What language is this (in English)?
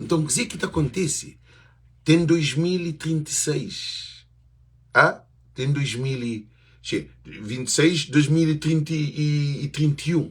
Kabuverdianu